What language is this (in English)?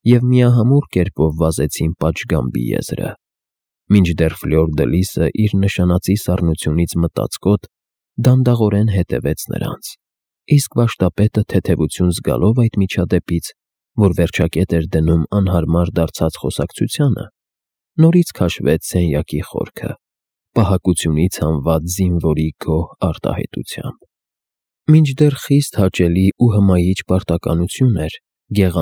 Armenian